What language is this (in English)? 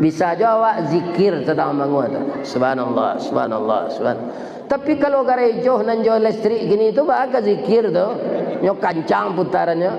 Minangkabau